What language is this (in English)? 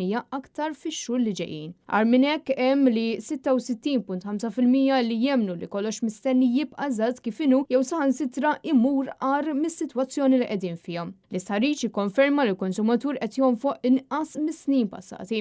Maltese